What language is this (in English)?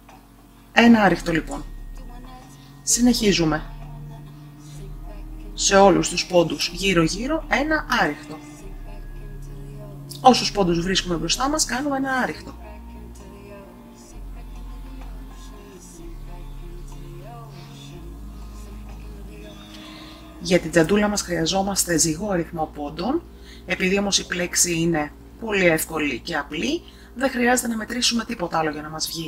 Greek